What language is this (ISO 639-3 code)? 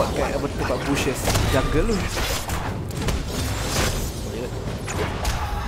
msa